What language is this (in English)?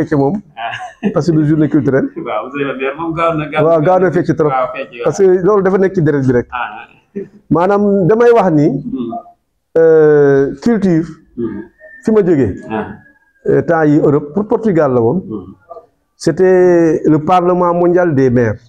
Wolof